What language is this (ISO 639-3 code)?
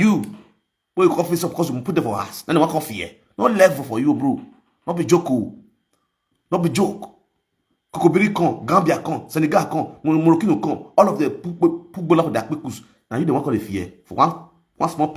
pcm